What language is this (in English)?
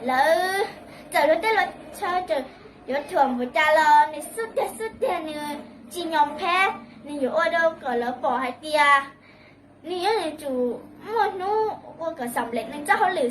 Hmong